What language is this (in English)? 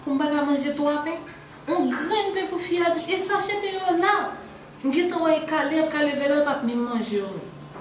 Haitian Creole